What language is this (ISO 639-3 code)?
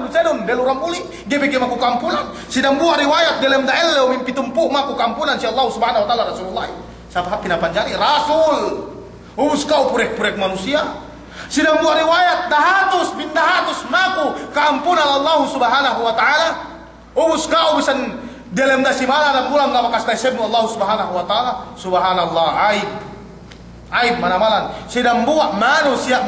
yka